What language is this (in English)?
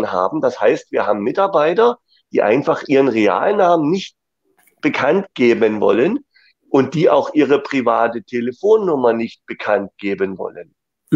German